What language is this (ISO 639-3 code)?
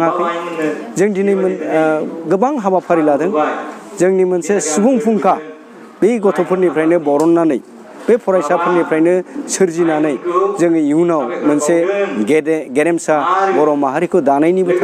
brx